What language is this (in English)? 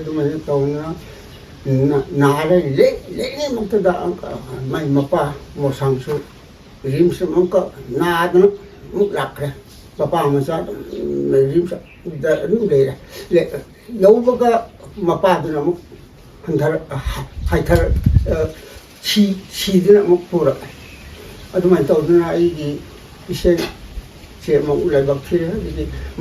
Manipuri